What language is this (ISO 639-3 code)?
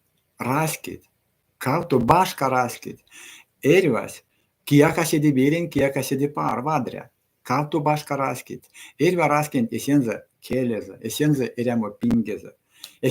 myv